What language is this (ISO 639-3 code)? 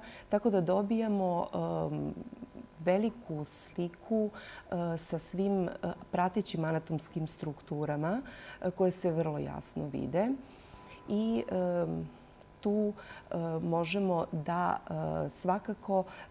srp